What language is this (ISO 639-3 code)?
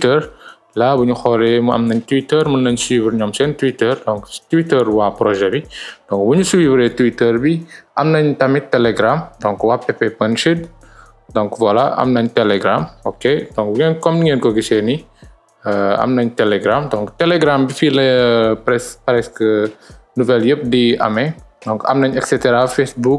wol